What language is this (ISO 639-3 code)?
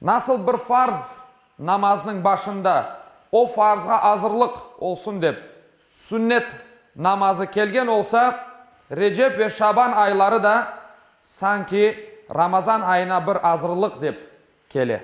crh